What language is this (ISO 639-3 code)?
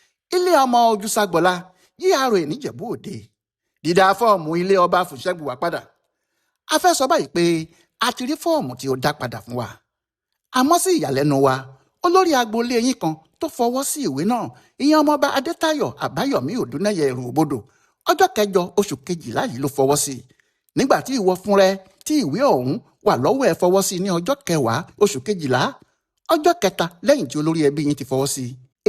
yor